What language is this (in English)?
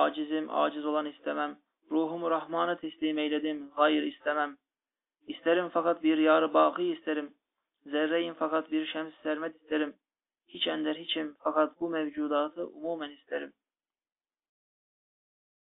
Turkish